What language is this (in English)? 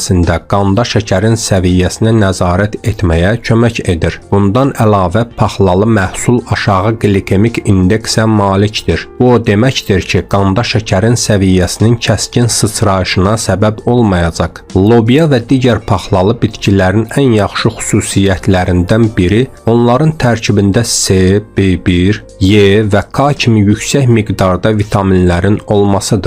Azerbaijani